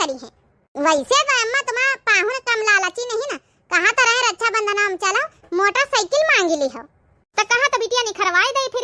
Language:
Awadhi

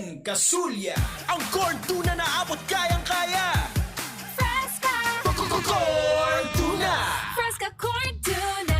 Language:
Bikol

